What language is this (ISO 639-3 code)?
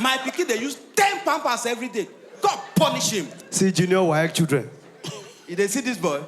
pcm